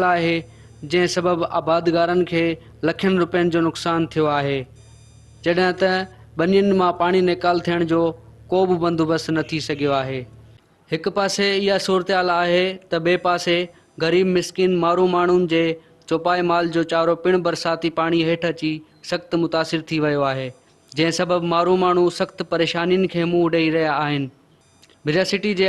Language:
Sindhi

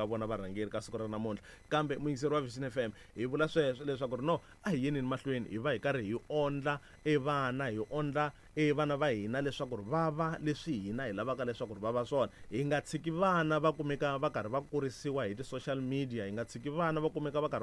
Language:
Tsonga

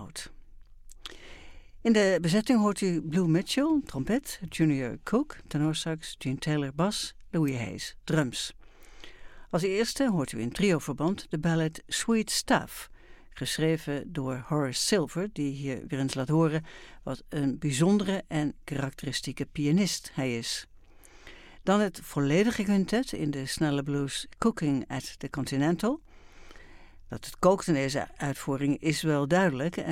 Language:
Dutch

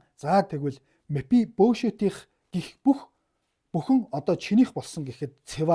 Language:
Mongolian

